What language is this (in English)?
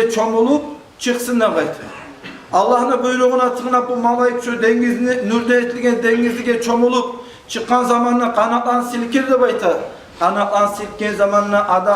Kumyk